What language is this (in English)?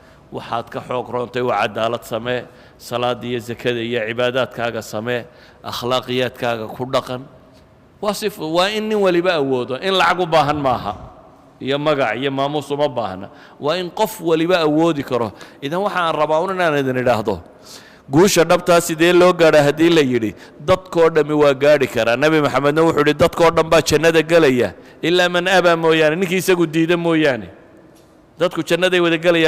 Somali